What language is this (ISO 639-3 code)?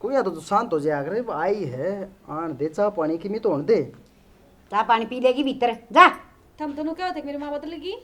bgc